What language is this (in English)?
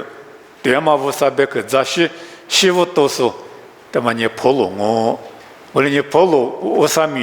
Lisu